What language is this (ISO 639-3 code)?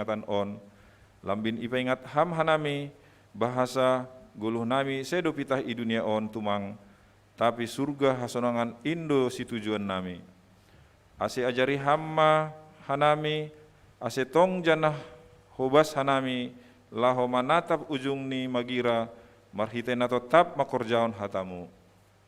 bts